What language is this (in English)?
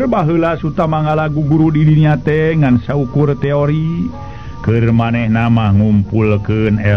Sundanese